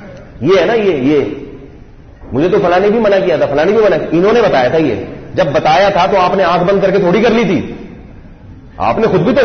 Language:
Urdu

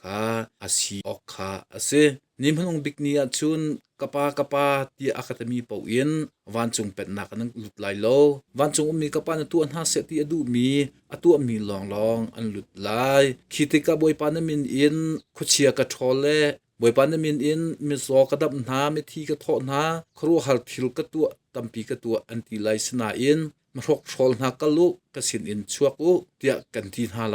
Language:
Hakha Chin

